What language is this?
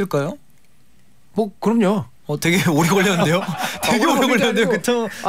Korean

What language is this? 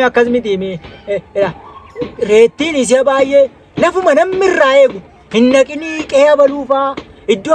Oromo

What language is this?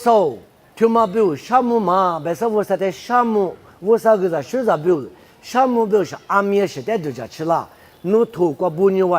Lisu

